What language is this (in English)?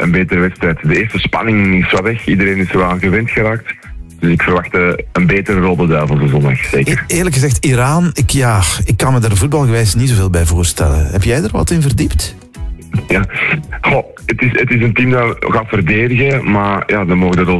Dutch